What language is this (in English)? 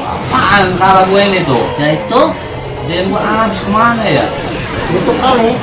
Betawi